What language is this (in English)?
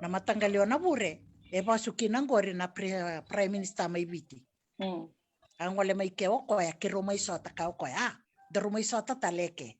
Fijian